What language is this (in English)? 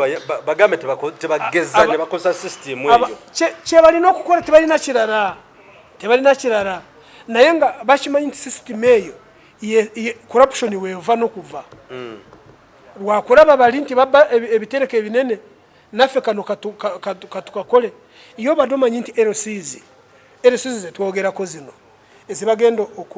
Ganda